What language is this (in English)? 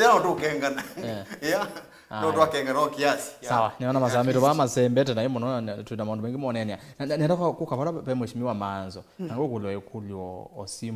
Kamba